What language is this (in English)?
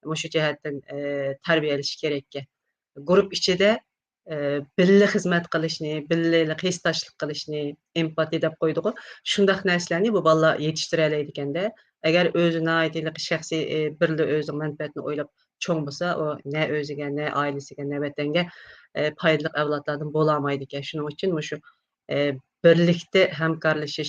Uyghur